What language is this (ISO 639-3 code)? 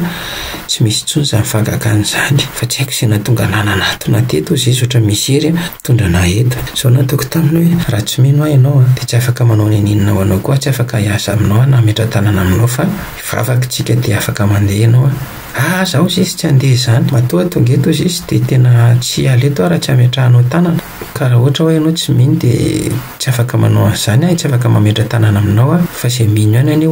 mlg